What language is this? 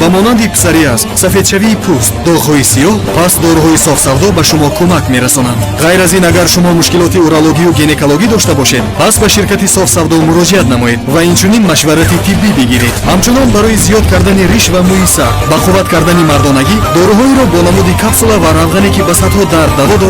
Persian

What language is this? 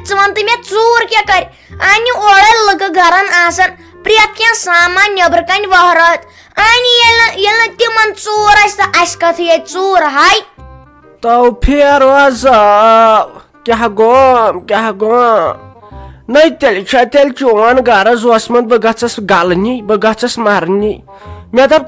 Kashmiri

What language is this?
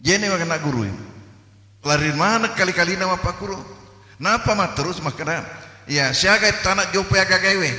Buginese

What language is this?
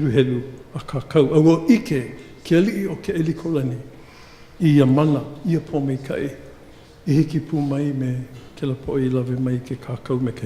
Hawaiian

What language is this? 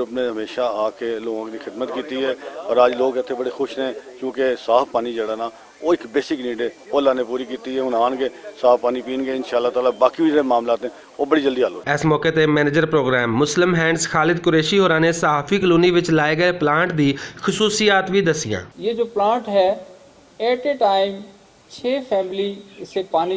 Western Panjabi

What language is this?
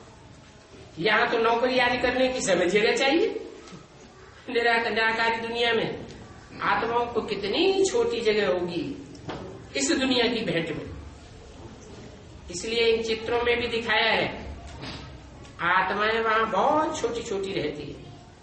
Hindi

